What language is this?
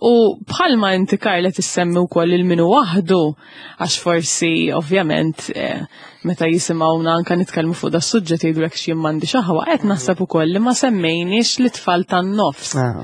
Maltese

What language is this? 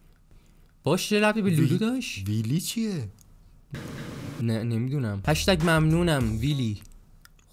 Persian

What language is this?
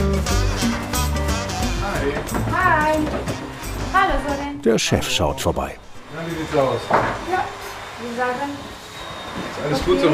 German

